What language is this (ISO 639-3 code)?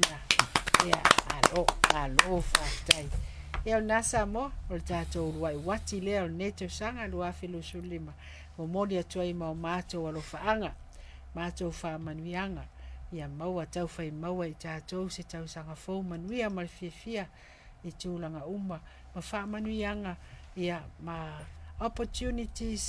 smo